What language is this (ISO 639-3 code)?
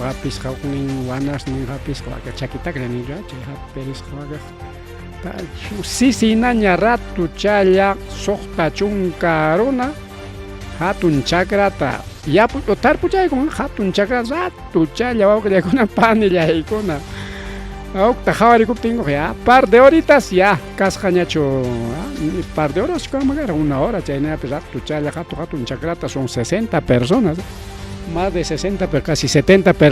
quy